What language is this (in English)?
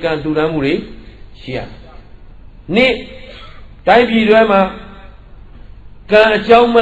Burmese